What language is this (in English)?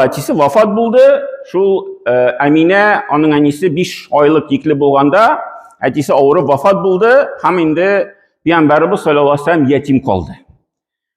Tatar